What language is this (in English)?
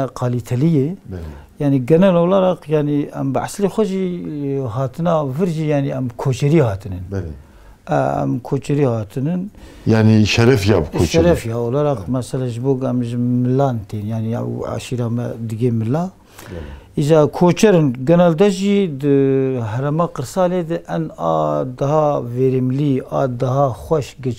Kurdish